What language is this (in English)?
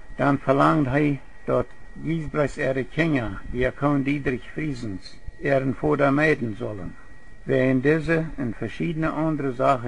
Plautdietsch